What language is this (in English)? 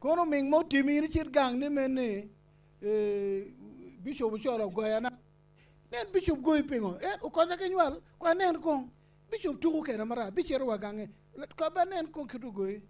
Acoli